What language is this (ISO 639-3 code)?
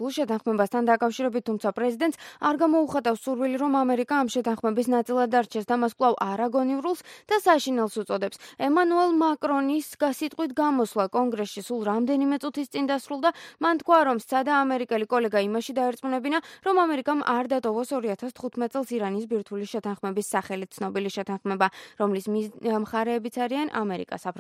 kat